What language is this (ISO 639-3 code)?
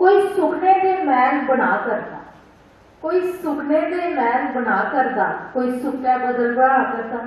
doi